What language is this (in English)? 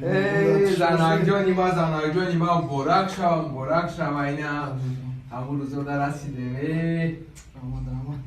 Tajik